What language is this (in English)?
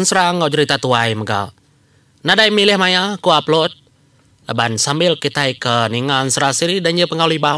Iban